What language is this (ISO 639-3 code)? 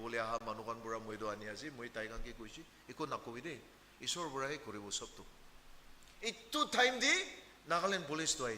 nag